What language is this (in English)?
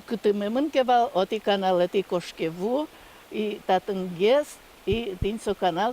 Udmurt